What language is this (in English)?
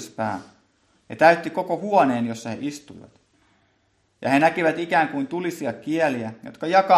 Finnish